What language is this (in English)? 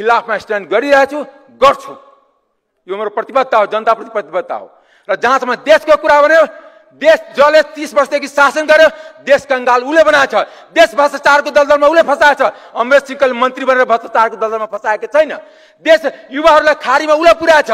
Nepali